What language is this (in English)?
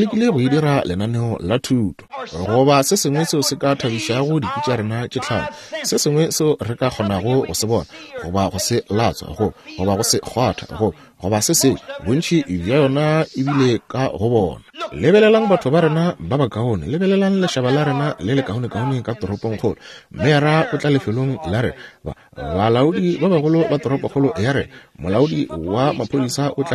Northern Sotho